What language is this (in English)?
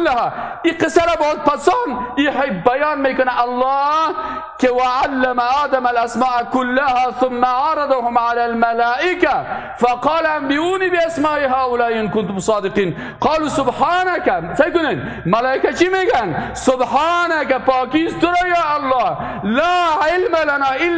Persian